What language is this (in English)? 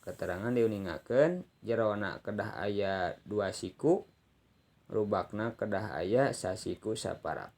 Sundanese